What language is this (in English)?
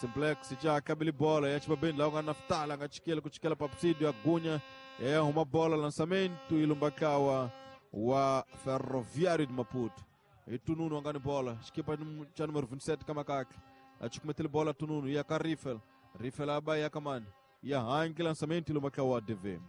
Tsonga